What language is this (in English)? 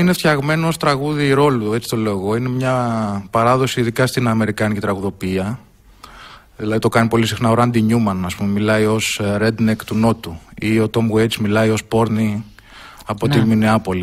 Greek